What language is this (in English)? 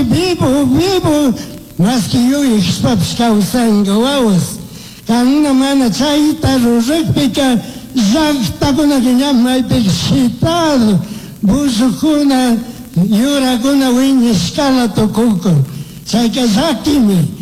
Chimborazo Highland Quichua